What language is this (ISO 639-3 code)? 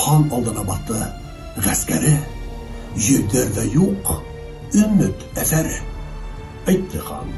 bak